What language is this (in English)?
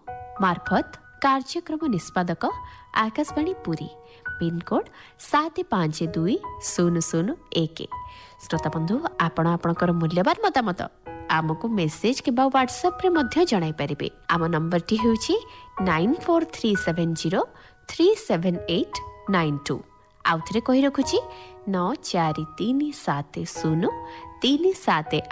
Odia